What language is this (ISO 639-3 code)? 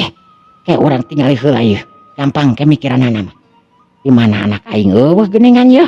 sun